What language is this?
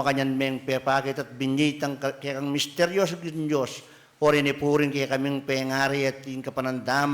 Pampanga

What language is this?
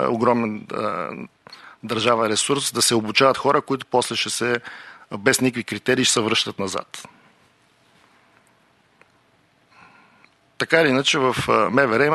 Bulgarian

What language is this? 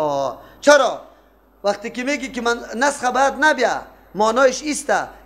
Persian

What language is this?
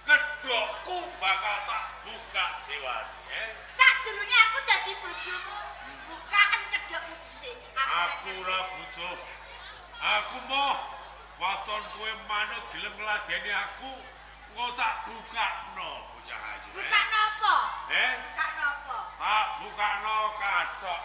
Javanese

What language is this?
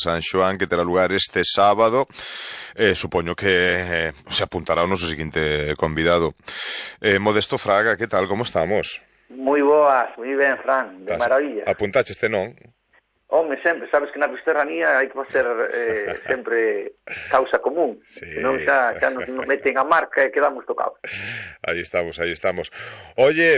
Galician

